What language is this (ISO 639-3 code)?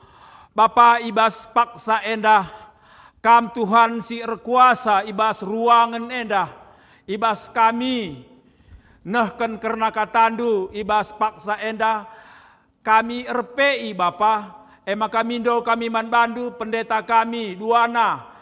btx